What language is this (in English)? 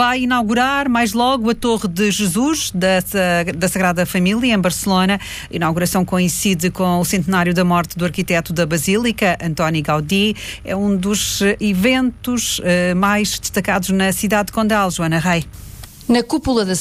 Portuguese